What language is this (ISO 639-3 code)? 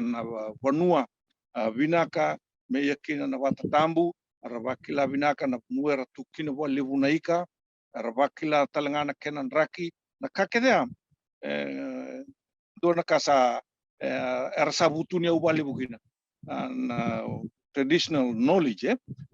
fij